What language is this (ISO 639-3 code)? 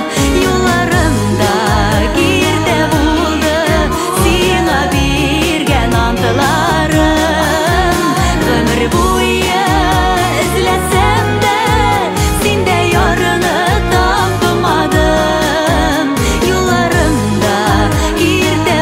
tat